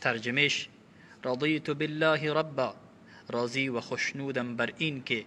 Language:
Tajik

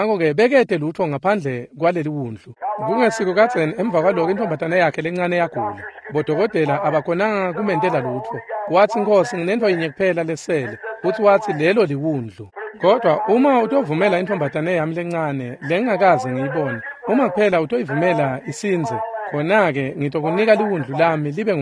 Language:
Swati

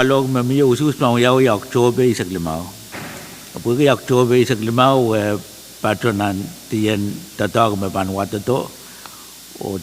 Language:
Pohnpeian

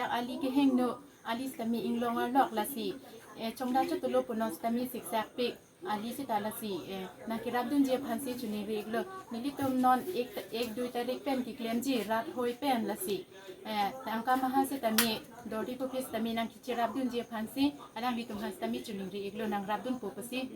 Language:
Karbi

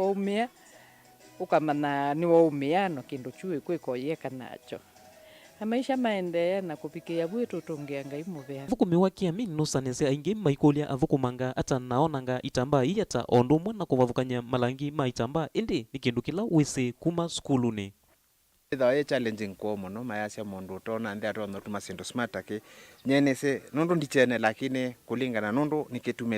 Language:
Kamba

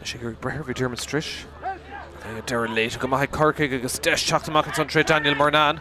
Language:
Irish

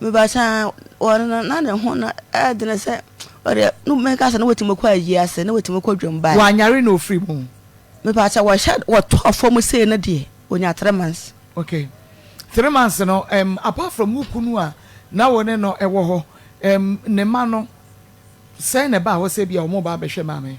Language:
Akan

